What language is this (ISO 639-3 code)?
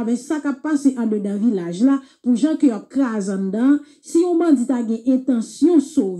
hat